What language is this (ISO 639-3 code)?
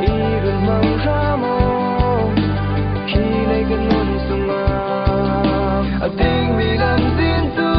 cfm